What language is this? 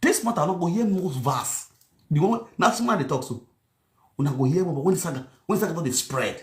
Nigerian Pidgin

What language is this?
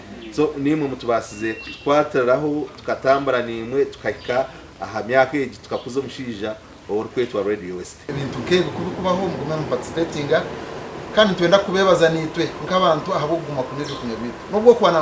Nyankole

